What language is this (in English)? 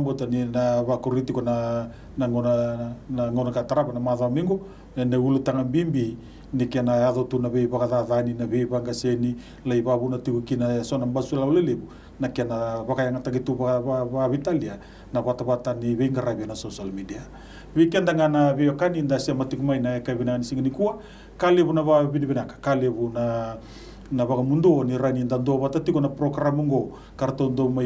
Fijian